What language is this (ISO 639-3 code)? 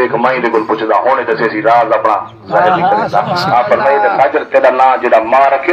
skr